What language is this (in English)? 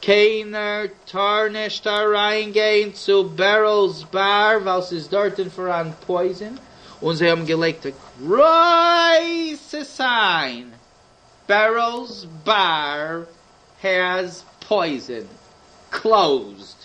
Yiddish